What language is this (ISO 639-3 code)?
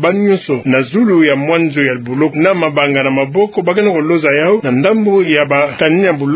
ktu